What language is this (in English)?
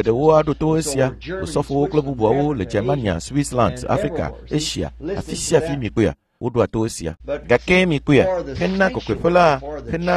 Ewe